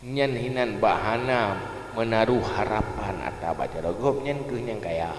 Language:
Achinese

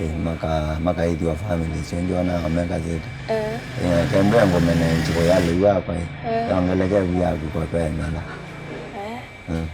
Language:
Kamba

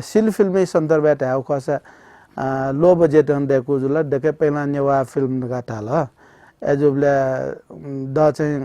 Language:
Newari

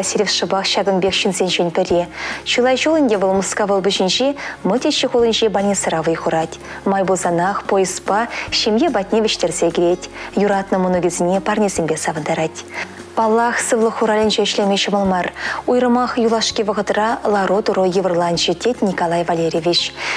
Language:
Chuvash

